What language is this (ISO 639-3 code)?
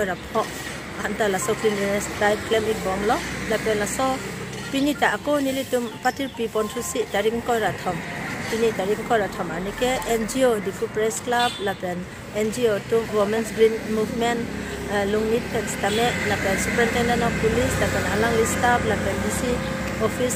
mjw